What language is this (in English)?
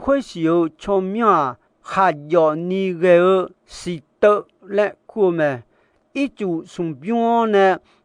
Akha